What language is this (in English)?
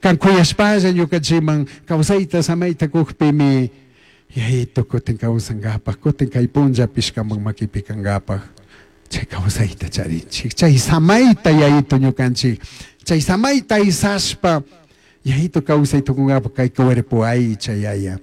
Chimborazo Highland Quichua